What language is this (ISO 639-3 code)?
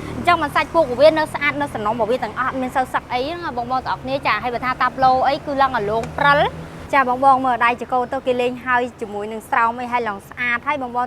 khm